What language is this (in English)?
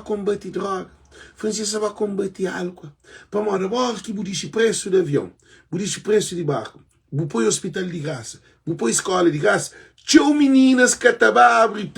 Kabuverdianu